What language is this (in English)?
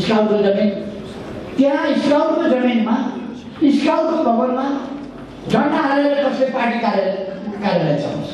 Nepali